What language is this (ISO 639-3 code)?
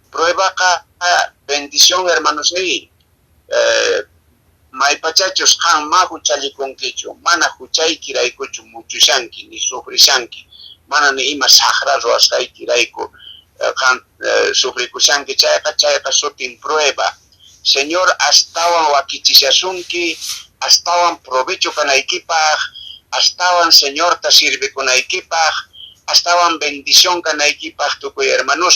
que